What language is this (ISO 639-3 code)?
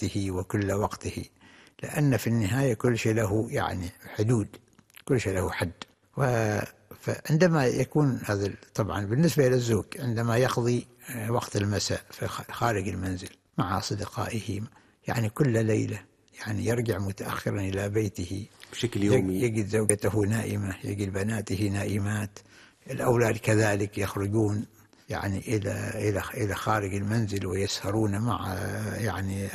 ara